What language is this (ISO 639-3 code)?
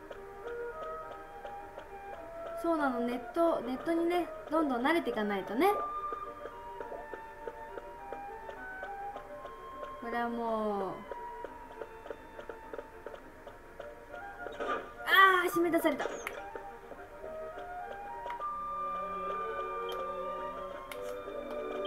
jpn